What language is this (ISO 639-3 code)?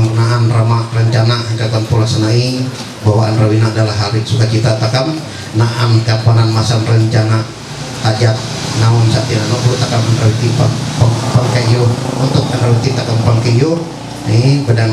mhy